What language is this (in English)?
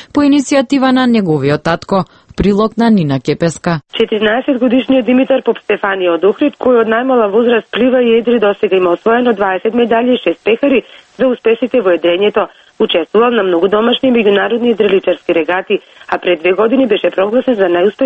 Macedonian